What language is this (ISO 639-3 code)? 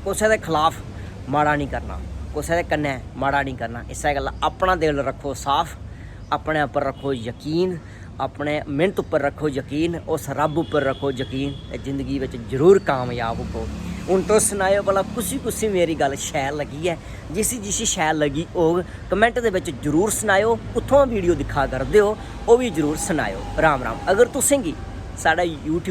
doi